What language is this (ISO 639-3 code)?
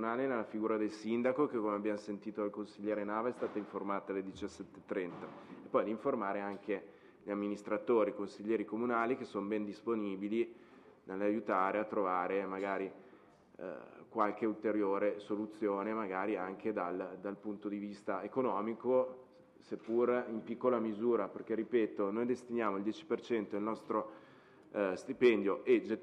ita